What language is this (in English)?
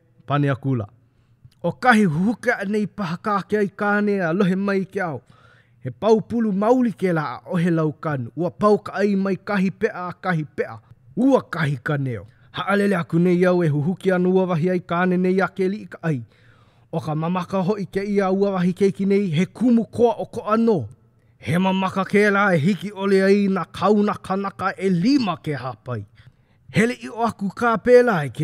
Hawaiian